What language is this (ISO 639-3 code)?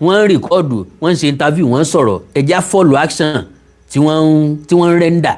yor